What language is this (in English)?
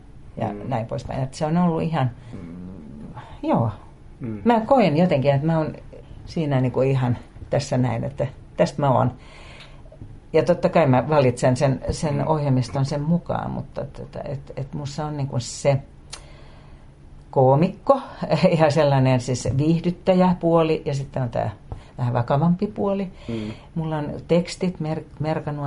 Finnish